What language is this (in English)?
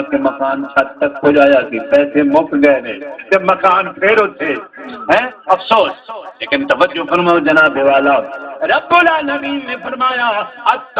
Saraiki